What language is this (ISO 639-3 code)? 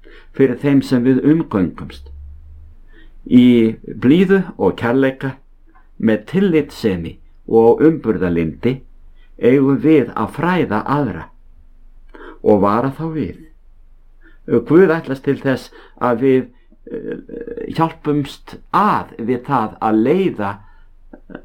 isl